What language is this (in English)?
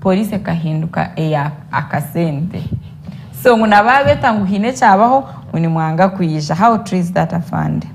Nyankole